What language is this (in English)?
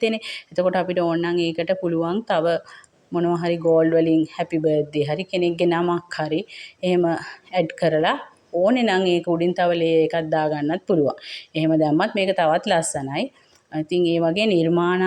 Sinhala